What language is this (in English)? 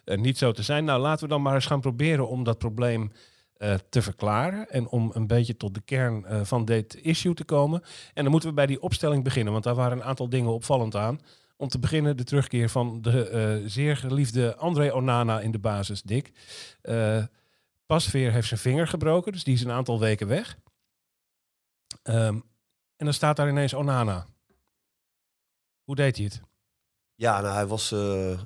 Dutch